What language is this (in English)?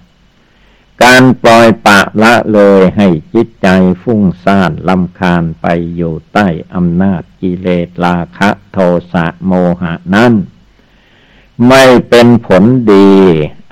Thai